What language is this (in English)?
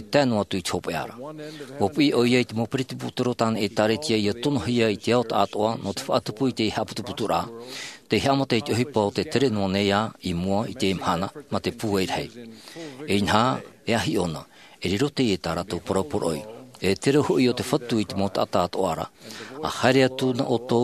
Tahitian